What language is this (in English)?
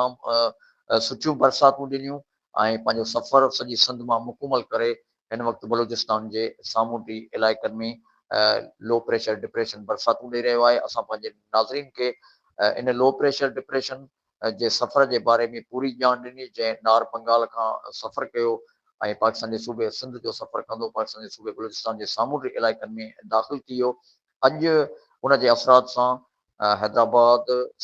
Sindhi